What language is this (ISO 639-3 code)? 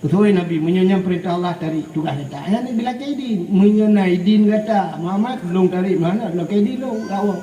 ace